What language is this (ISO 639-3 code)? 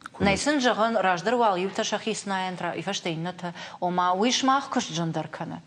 oss